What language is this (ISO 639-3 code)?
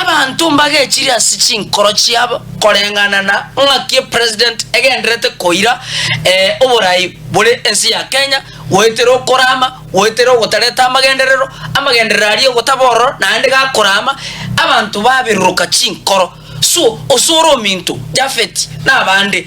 guz